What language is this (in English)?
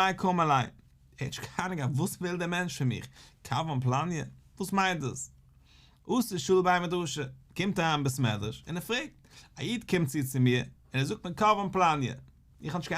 Yiddish